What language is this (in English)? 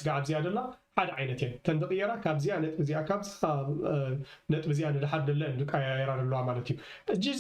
Tigrinya